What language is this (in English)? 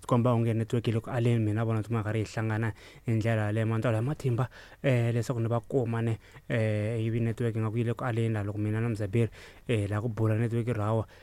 Tsonga